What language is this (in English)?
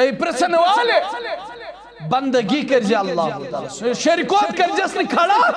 Kashmiri